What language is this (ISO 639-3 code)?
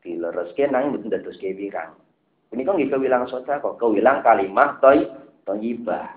jav